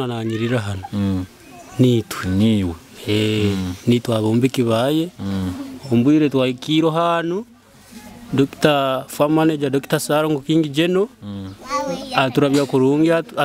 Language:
Nyoro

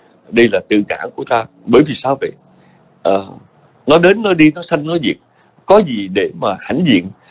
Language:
Vietnamese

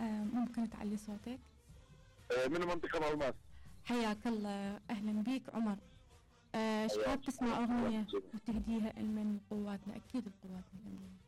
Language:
Mesopotamian Arabic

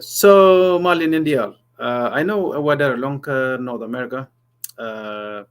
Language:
Nuer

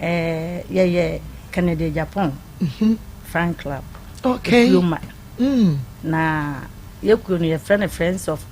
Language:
Akan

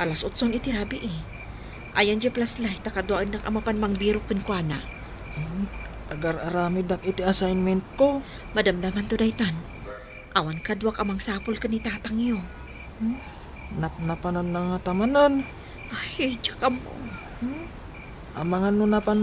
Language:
Iloko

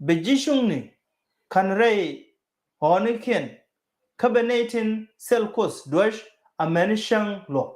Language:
Nuer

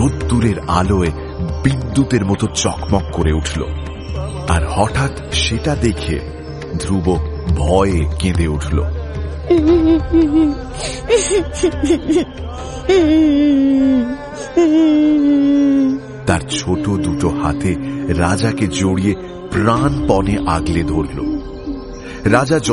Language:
Bangla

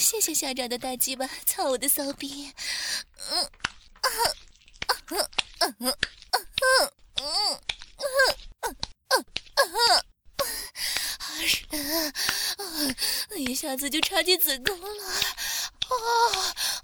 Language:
Chinese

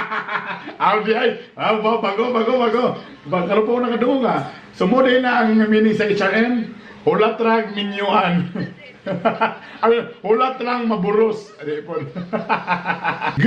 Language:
Cebuano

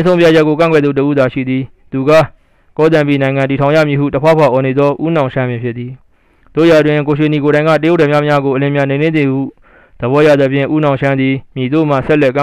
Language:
Burmese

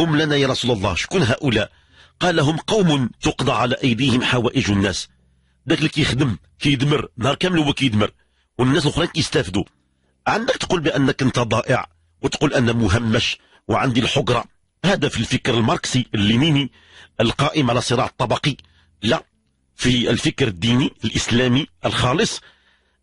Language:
Moroccan Arabic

